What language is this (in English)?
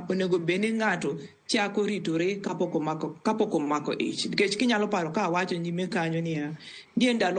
Luo (Kenya and Tanzania)